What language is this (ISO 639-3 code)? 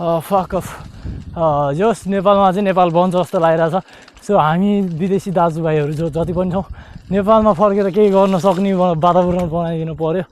nep